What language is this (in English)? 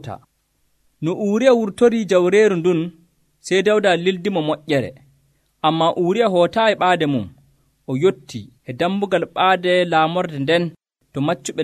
Nigerian Fulfulde